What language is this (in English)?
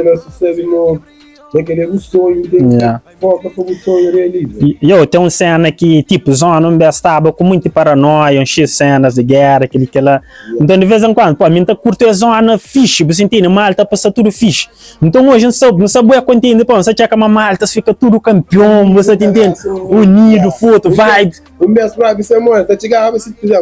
Kabuverdianu